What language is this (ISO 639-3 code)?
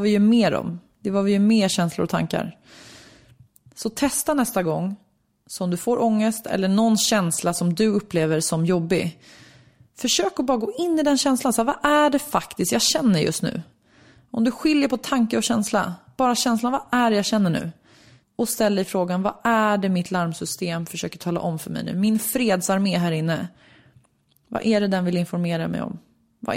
swe